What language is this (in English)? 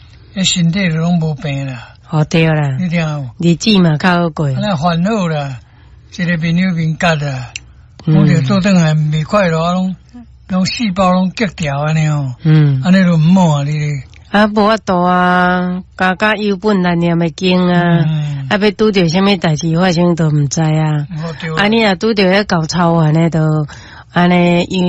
Min Nan Chinese